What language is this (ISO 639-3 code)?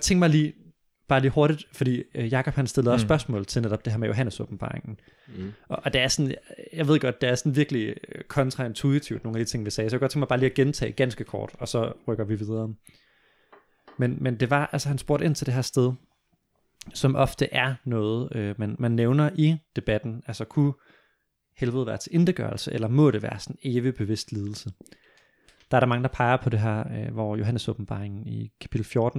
dan